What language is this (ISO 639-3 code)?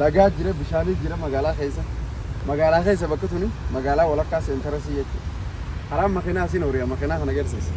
orm